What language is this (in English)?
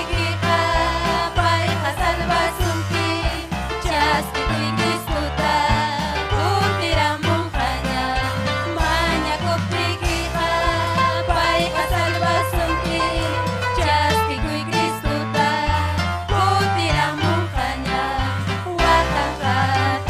Ayacucho Quechua